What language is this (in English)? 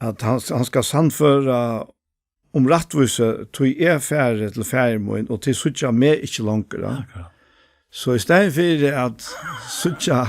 Faroese